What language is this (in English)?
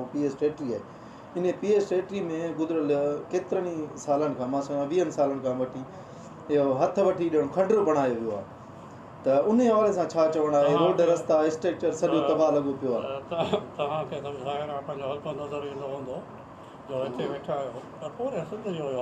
Sindhi